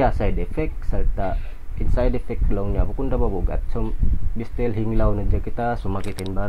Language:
Tausug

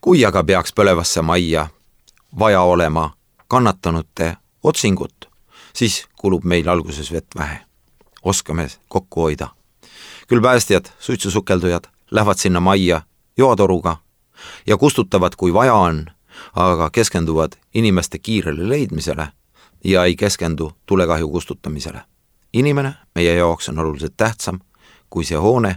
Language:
Estonian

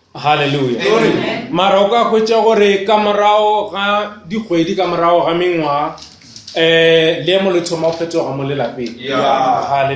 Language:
Northern Sotho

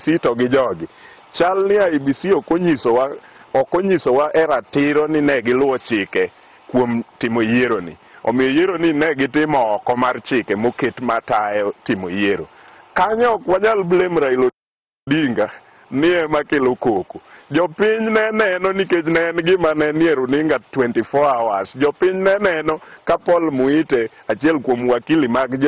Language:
Luo (Kenya and Tanzania)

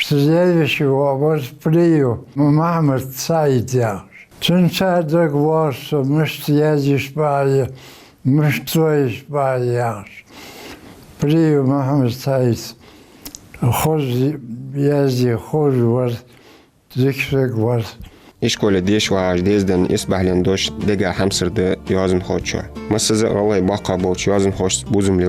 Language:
Ingush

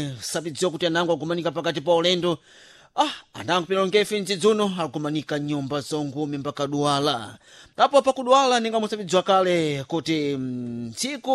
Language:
Sena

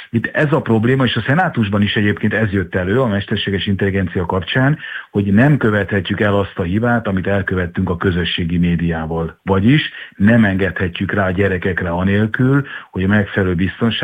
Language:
Hungarian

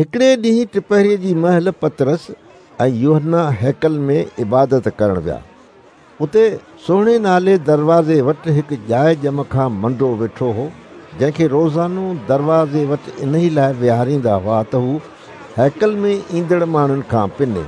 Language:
Sindhi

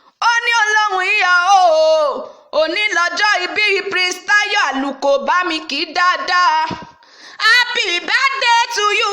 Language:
Yoruba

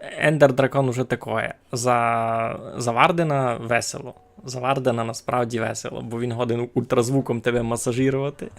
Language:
Rusyn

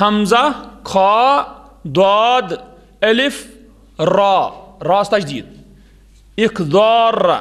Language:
Kashmiri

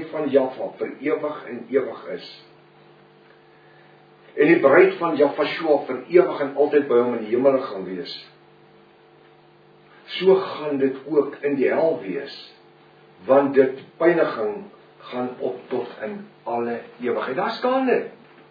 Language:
Afrikaans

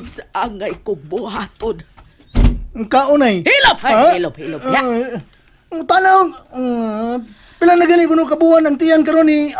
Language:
Cebuano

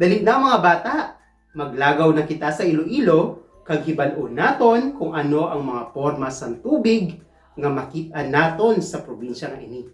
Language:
Hiligaynon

